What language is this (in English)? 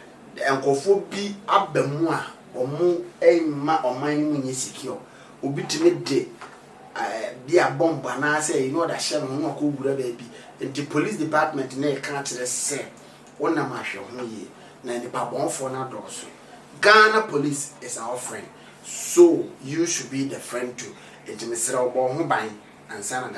Akan